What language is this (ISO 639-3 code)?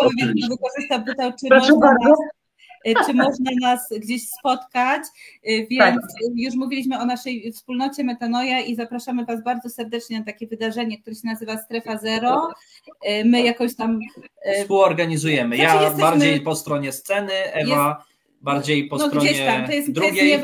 pol